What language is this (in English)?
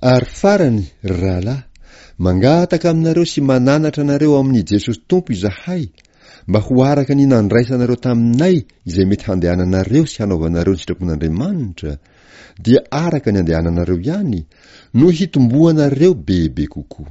Malagasy